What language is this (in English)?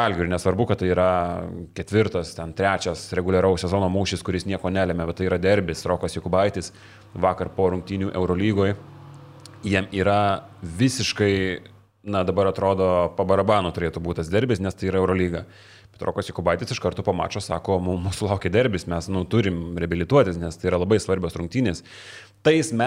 Lithuanian